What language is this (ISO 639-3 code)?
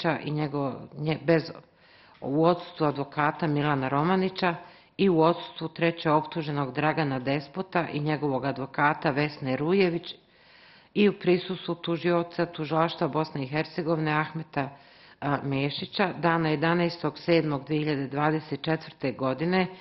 bos